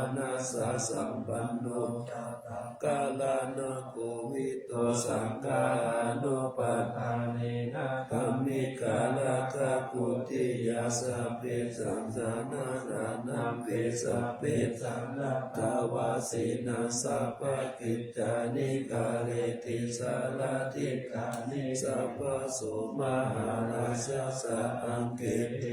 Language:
Pali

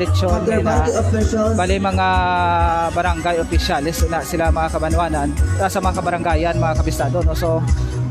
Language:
Hiligaynon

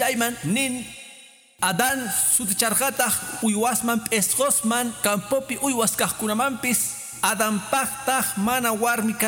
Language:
Quechua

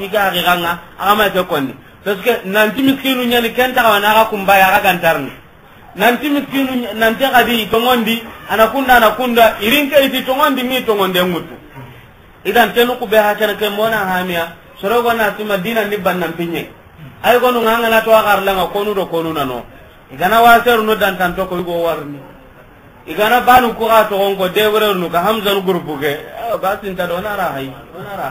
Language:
Soninke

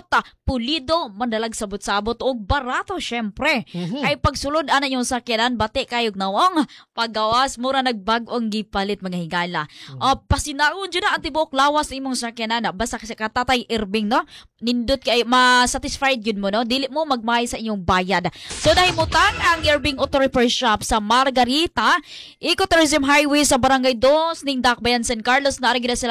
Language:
Cebuano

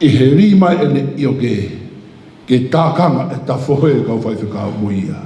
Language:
Tongan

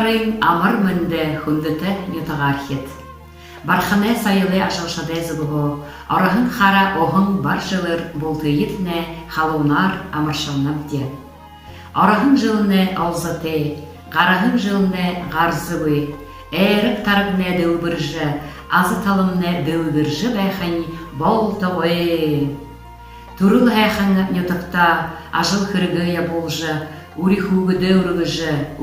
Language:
Buriat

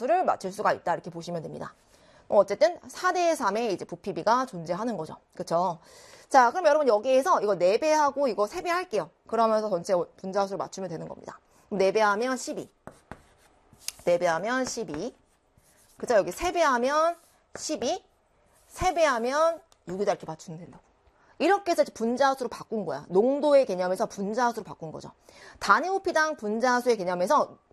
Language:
Korean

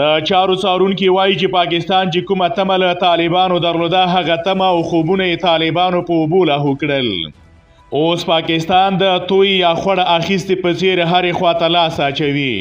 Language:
Pashto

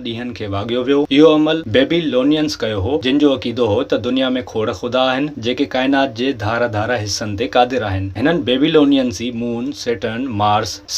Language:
Sindhi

